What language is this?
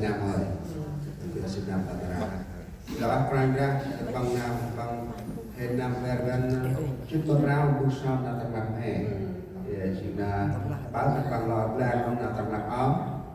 Central Mnong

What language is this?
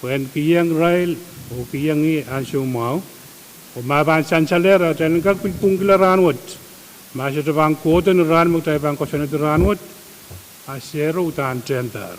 Pohnpeian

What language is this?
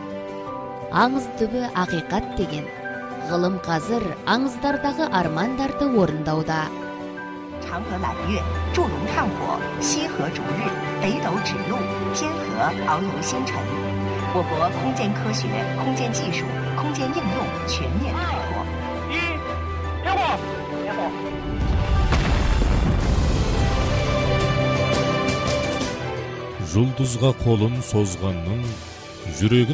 Kazakh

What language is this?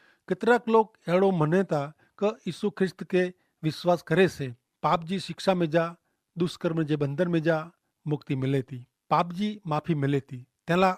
Kachhi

